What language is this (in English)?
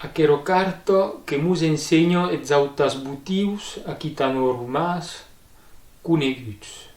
Occitan